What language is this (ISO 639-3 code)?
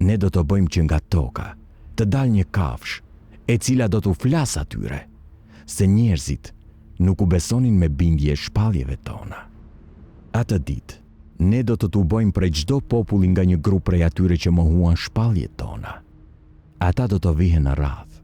sqi